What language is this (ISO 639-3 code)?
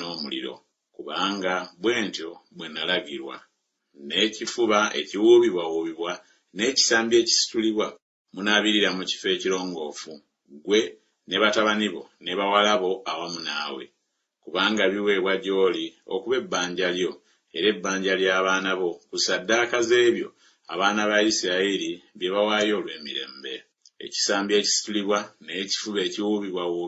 lug